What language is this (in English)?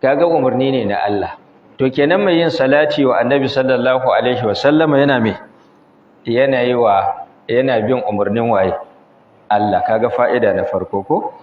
Hausa